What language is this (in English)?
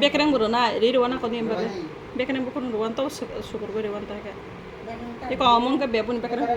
Kok Borok